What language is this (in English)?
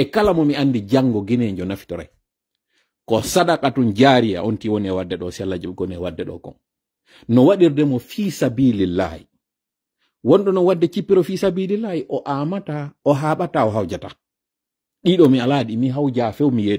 Fula